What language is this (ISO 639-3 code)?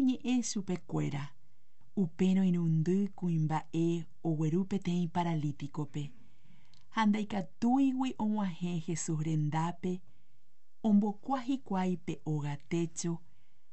grn